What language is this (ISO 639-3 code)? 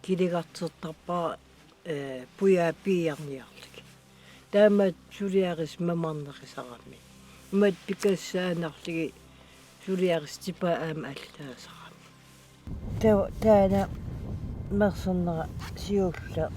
kal